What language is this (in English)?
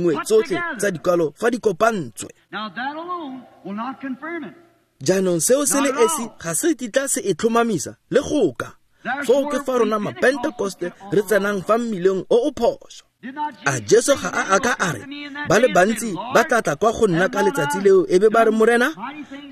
Tswana